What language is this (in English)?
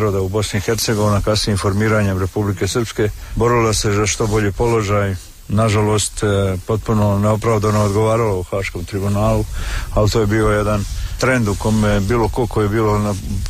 Serbian